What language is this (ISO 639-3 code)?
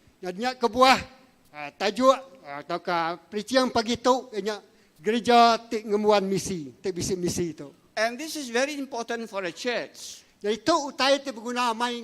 iba